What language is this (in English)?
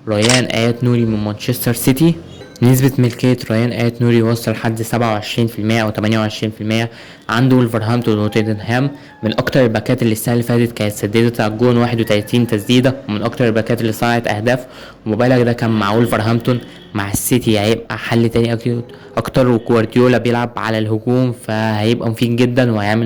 Egyptian Arabic